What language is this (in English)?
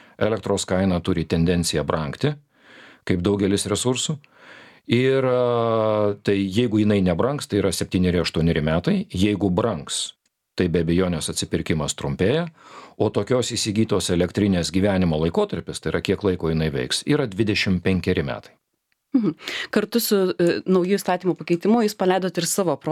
Lithuanian